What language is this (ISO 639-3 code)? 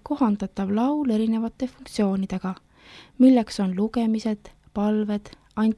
est